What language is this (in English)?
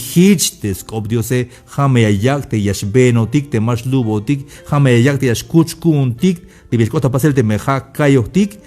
Tzeltal